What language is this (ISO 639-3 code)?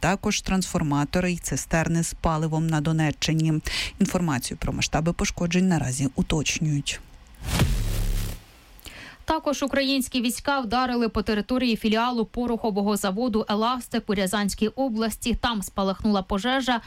ukr